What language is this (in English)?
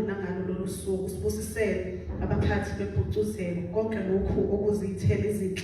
Zulu